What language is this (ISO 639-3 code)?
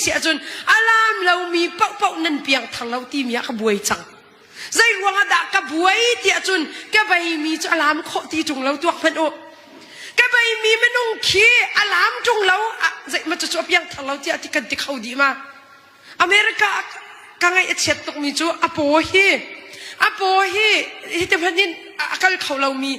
cnh